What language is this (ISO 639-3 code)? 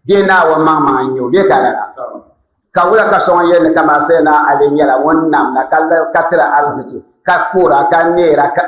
dag